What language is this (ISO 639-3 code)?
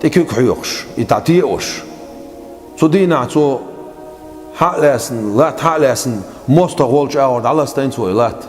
che